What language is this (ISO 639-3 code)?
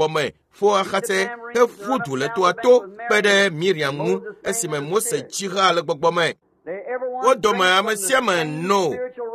ewe